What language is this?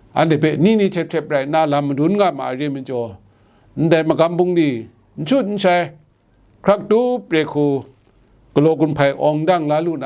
Kachin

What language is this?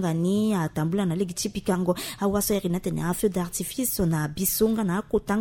Sango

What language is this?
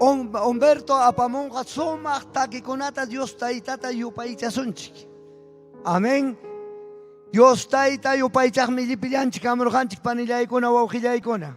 Ayacucho Quechua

